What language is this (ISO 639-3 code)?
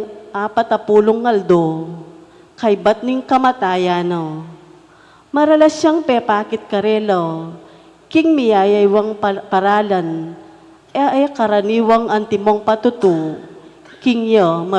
pam